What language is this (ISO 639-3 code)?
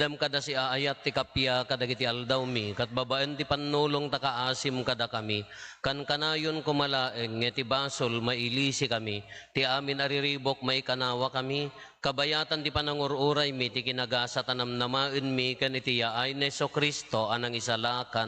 ilo